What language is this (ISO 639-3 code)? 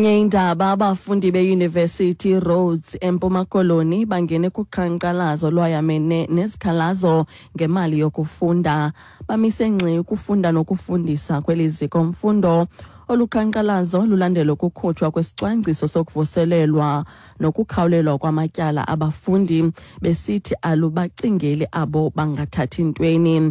xho